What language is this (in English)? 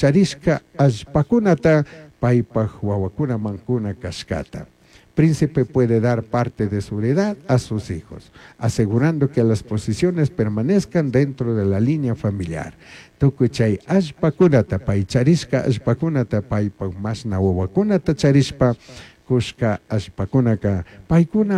Chimborazo Highland Quichua